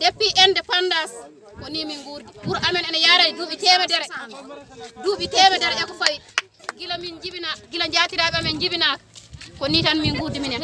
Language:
Fula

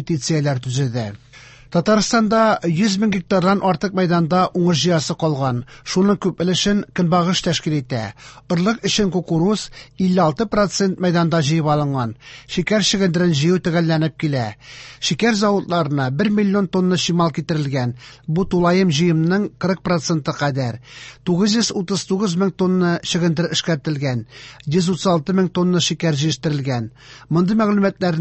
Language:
Tatar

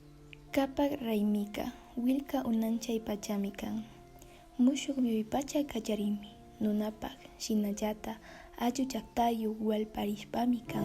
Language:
Imbabura Highland Quichua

